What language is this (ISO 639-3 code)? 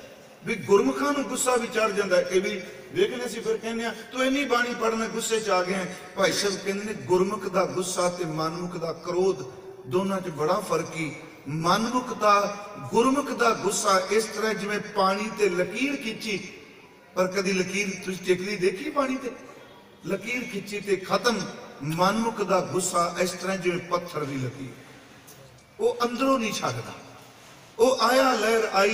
pan